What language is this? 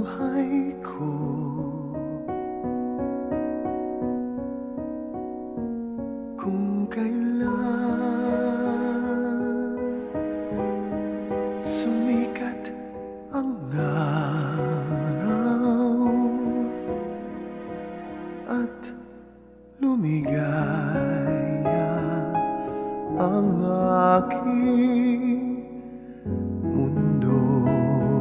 Filipino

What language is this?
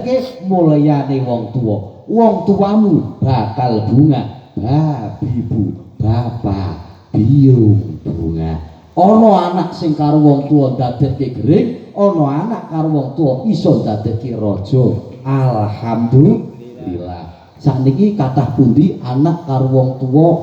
Javanese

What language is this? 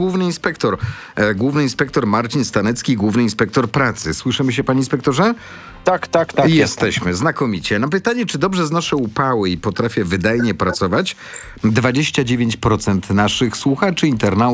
Polish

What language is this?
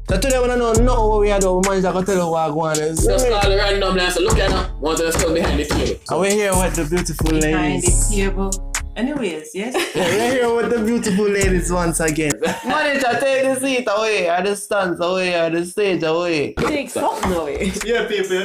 Jamaican Creole English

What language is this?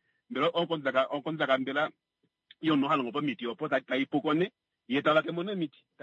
Kuanyama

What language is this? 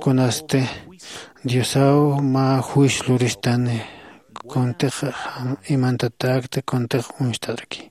Aymara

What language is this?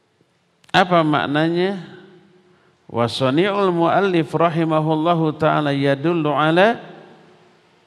Indonesian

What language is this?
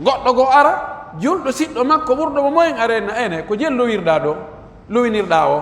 Pular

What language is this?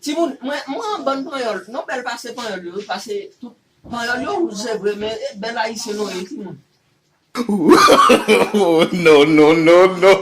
Haitian Creole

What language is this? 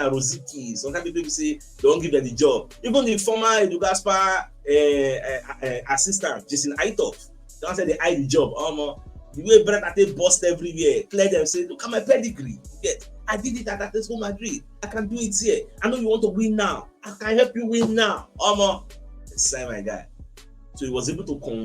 Nigerian Pidgin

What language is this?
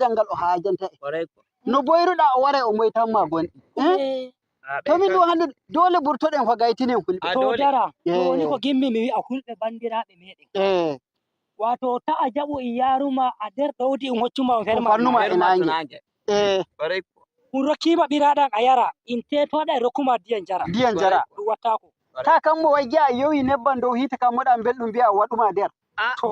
Nigerian Fulfulde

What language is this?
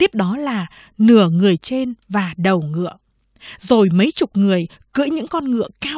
Vietnamese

